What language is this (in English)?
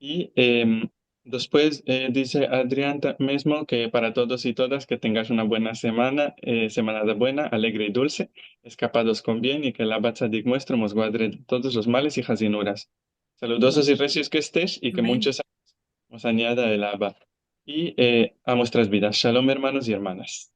Ladino